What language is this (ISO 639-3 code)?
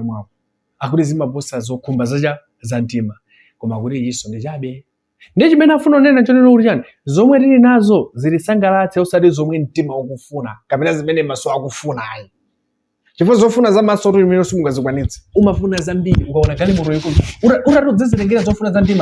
nya